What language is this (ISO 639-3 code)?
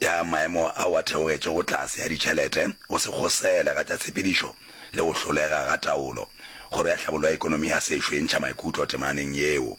nso